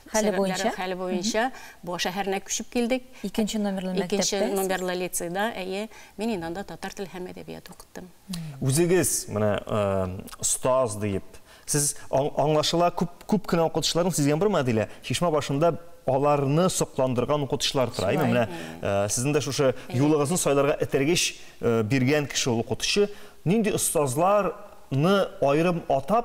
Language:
Tatar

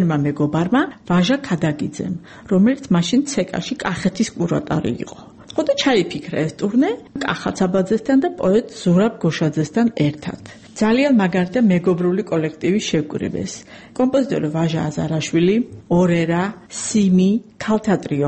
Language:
Georgian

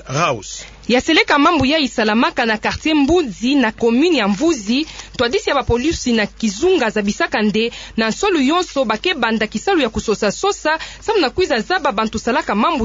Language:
Kituba (Democratic Republic of Congo)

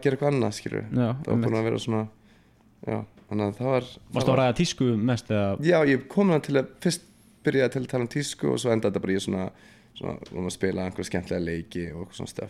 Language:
Icelandic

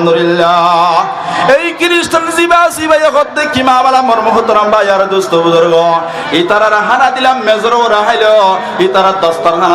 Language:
Rohingya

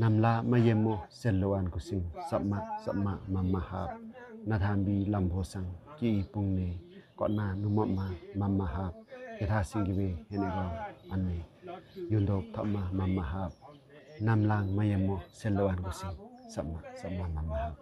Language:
Limbu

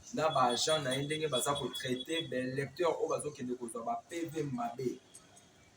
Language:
Lingala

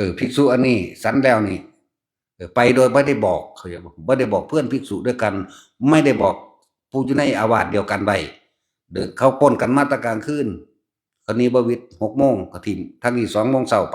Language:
Northeastern Thai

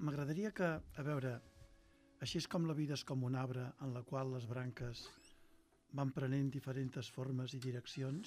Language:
Catalan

